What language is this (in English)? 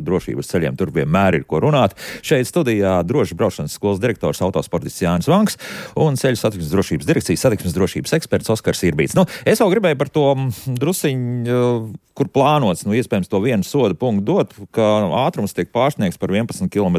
Latvian